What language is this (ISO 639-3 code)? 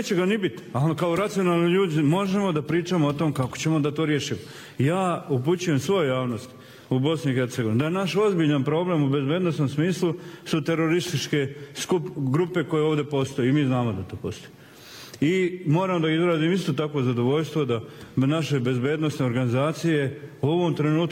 bos